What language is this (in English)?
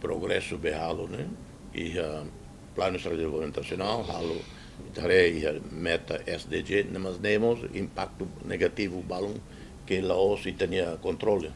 Tetum